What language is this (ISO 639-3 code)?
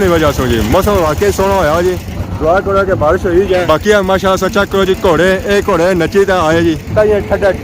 phr